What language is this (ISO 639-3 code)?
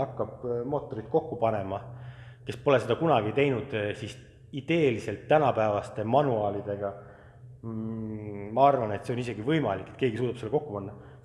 est